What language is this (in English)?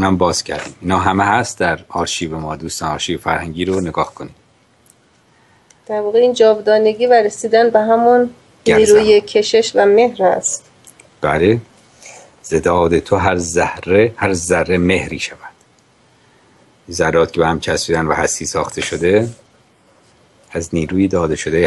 Persian